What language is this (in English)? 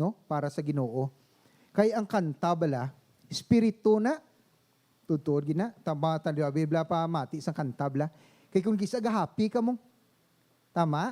Hiligaynon